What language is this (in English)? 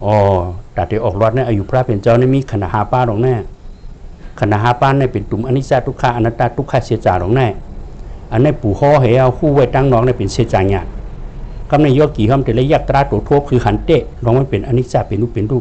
Shan